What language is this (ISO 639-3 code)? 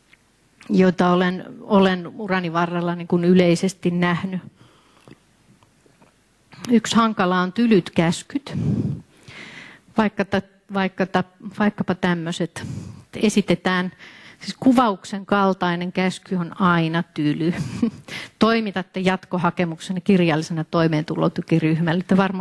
fin